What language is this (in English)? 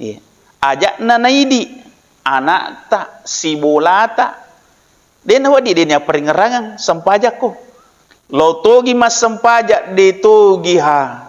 Buginese